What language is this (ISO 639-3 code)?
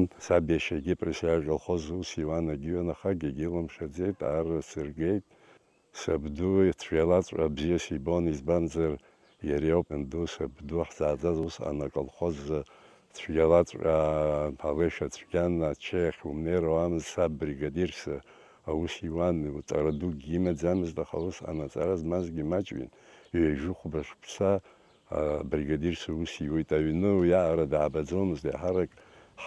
abk